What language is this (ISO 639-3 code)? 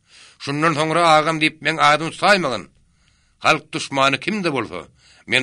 tuk